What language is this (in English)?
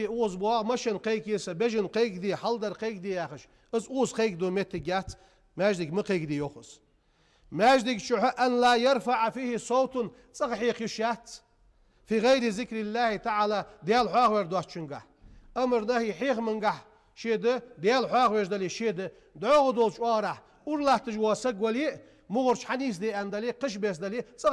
Ingush